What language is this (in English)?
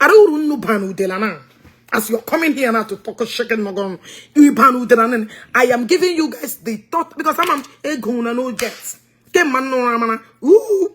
Igbo